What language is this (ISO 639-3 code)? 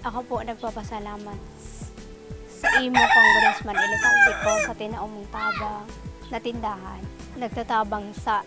bik